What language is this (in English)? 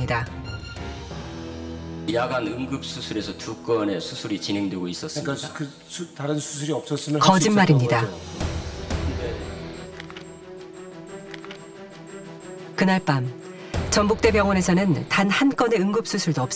Korean